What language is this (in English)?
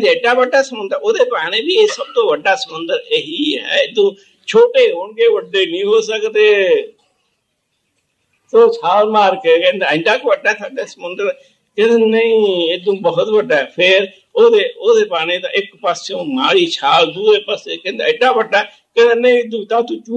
Punjabi